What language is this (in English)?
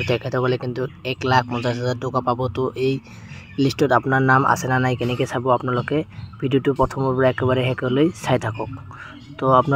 Assamese